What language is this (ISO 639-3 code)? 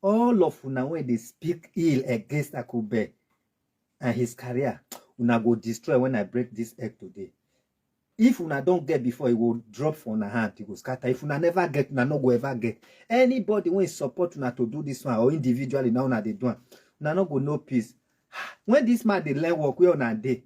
pcm